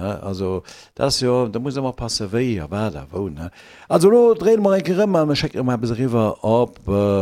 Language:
Luxembourgish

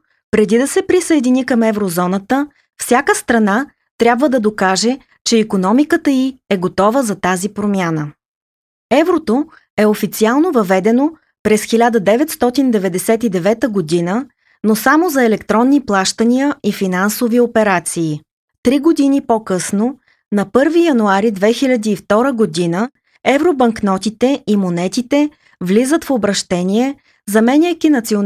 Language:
Bulgarian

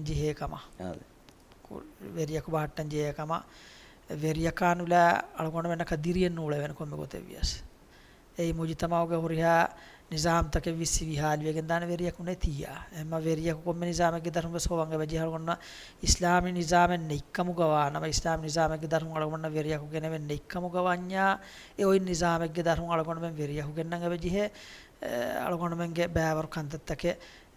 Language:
Divehi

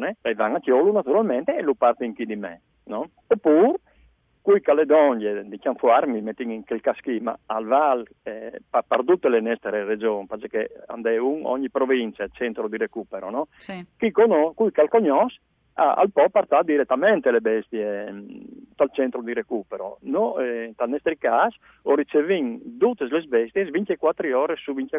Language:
Friulian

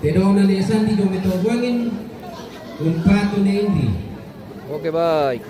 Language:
Toraja-Sa'dan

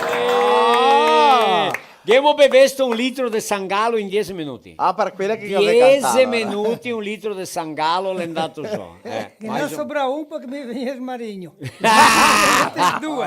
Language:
Venetian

